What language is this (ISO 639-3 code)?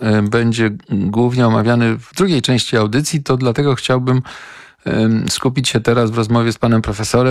pol